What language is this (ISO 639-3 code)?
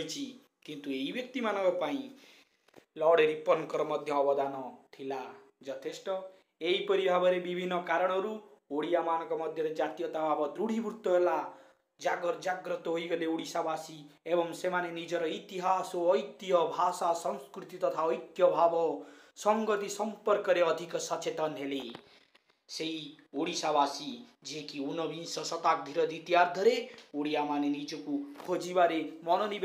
ori